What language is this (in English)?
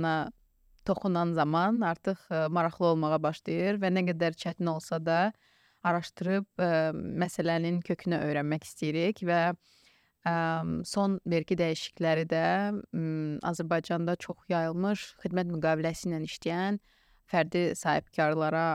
Azerbaijani